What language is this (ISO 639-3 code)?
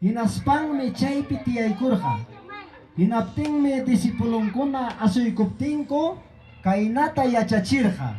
quy